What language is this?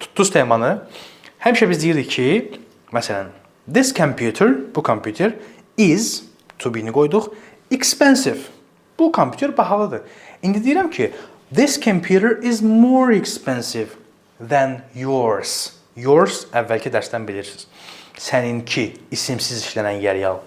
Azerbaijani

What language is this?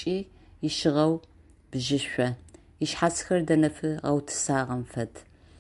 Adyghe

